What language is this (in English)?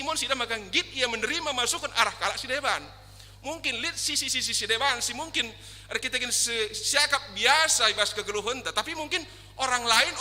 Batak Karo